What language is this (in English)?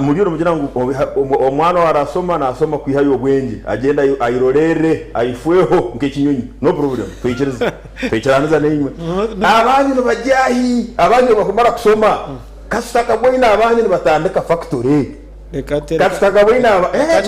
Nyankole